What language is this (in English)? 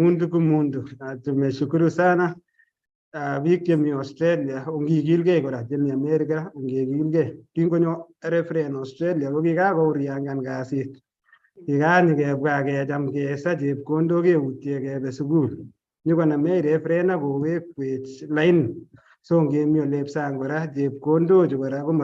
Kalenjin